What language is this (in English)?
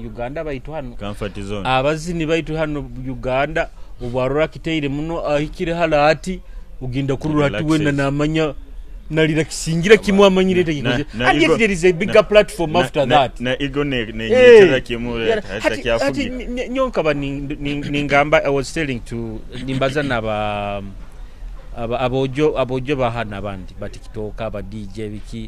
Nyoro